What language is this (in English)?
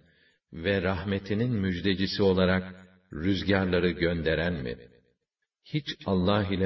Turkish